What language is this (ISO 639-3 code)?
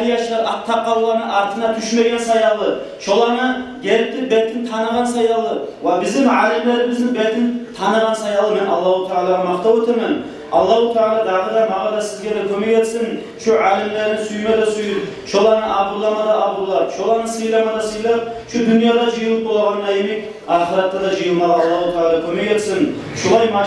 kum